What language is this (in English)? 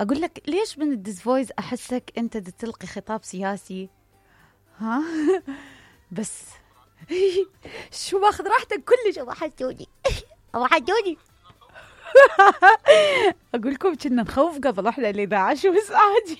Mesopotamian Arabic